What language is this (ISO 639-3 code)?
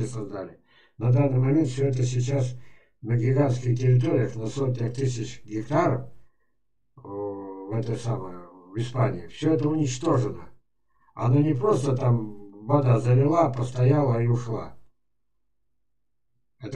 rus